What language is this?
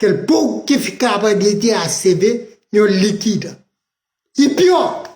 Kabuverdianu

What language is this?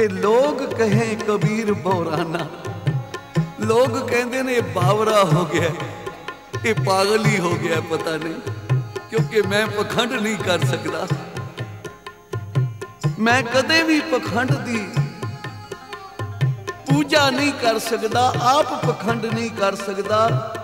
Punjabi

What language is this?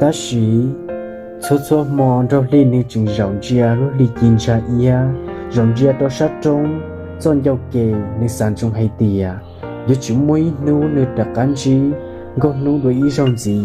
Hmong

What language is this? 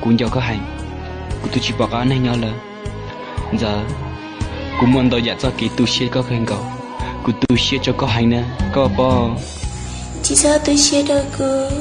Hmong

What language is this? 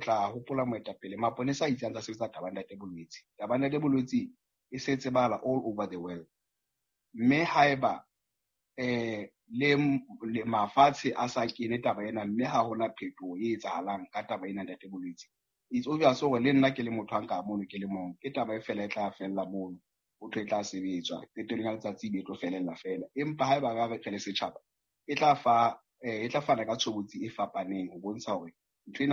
Southern Sotho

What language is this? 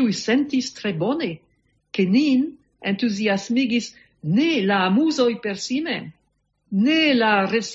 Esperanto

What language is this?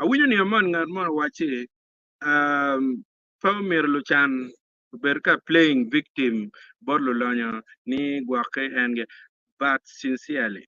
Acoli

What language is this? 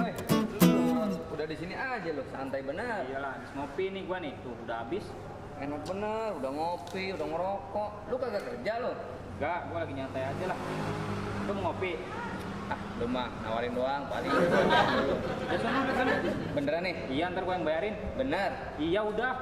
Betawi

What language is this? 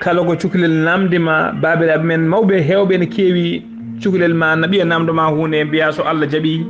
Fula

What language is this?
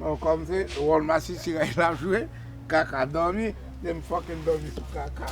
Haitian Creole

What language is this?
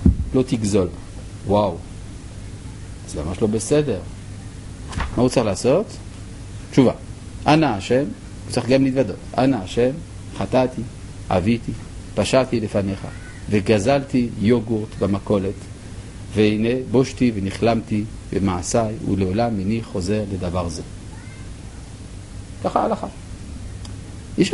Hebrew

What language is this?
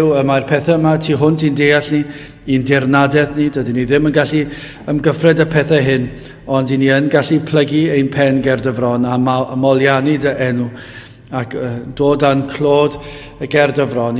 Welsh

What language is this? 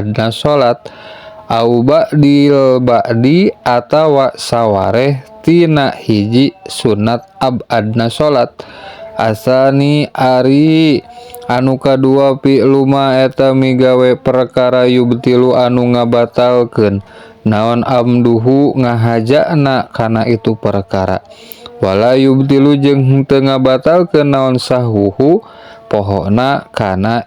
Sundanese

